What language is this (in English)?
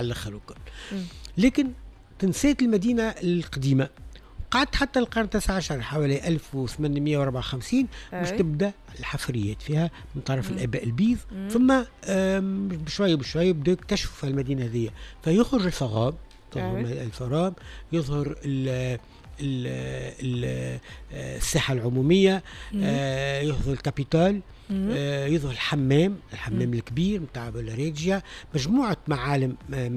Tunisian Arabic